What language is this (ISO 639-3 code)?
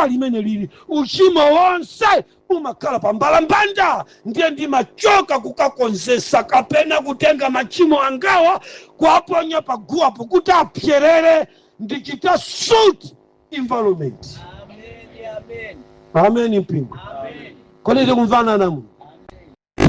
nya